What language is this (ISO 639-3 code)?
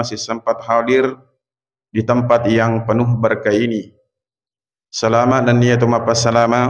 bug